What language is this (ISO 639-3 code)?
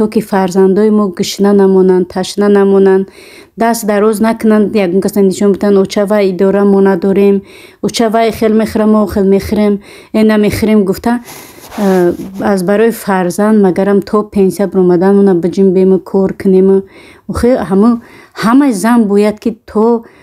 tgk